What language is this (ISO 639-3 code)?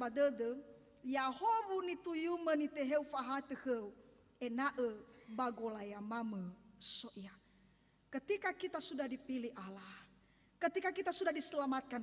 nia